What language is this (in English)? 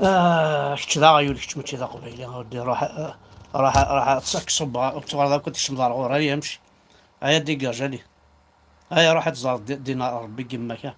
Kabyle